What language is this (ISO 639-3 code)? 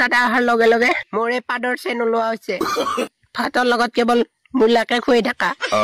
asm